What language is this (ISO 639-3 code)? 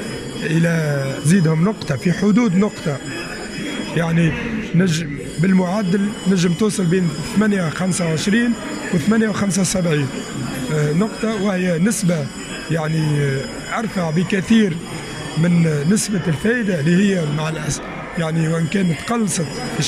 aeb